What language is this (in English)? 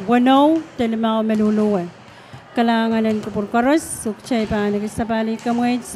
Pohnpeian